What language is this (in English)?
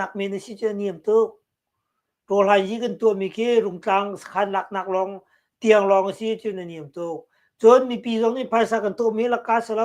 Hakha Chin